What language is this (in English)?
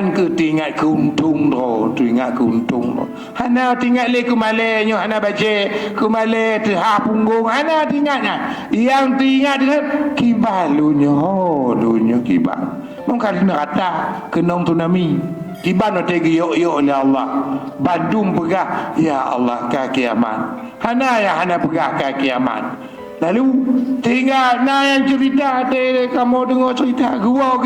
Achinese